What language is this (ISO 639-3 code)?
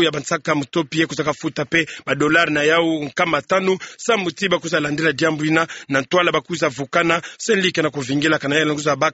ktu